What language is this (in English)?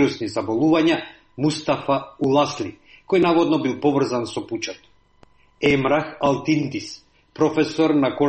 Macedonian